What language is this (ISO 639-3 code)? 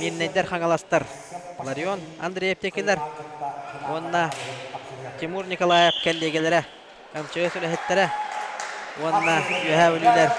sah